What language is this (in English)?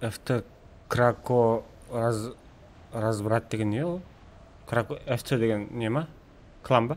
Kara-Kalpak